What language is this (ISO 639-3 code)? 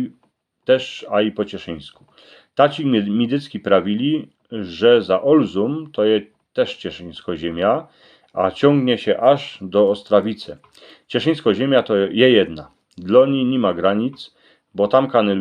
szl